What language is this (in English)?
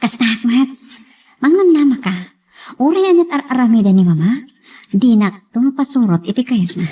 Iloko